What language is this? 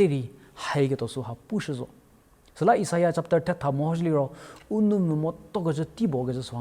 Angami Naga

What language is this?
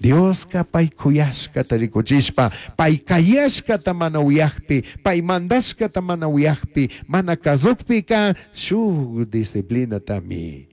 Chimborazo Highland Quichua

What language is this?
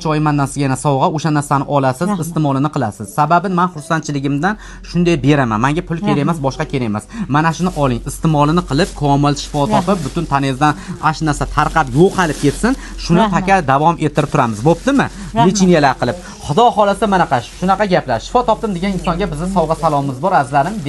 Uzbek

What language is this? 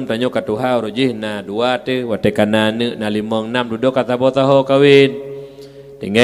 Achinese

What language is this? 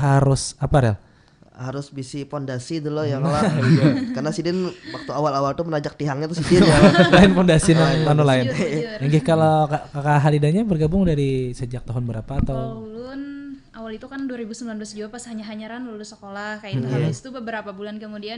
Banjar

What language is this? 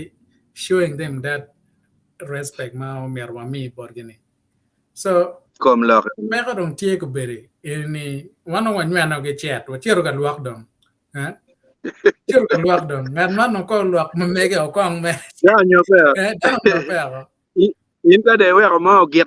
Acoli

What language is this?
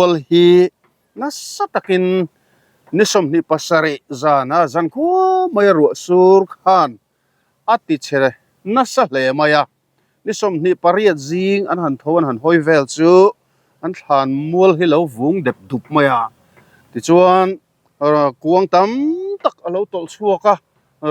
Mizo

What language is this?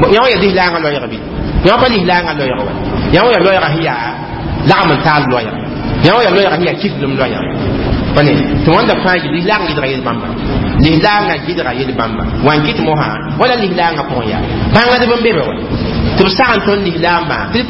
Mossi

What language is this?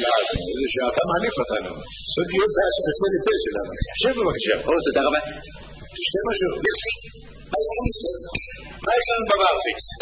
Hebrew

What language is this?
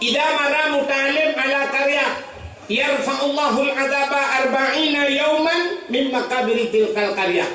Achinese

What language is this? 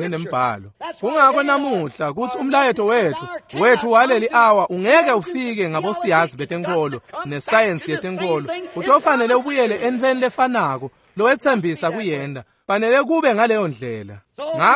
Swati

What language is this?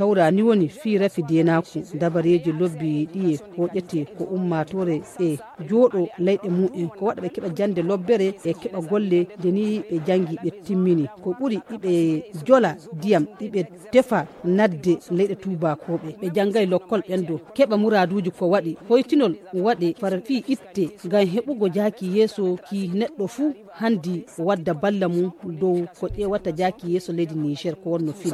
Fula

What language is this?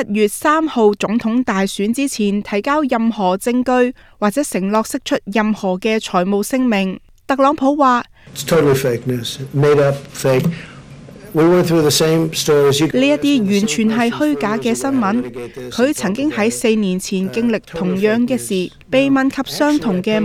Cantonese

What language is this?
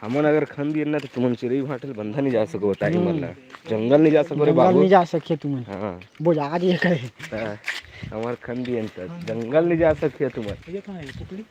Chhattisgarhi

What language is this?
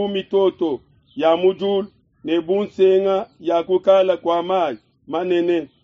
Luba-Lulua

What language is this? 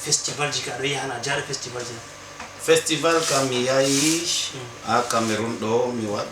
Fula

